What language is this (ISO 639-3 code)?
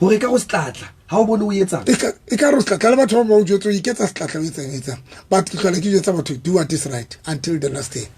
sot